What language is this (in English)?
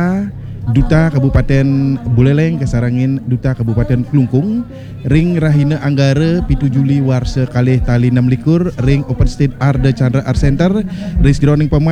Balinese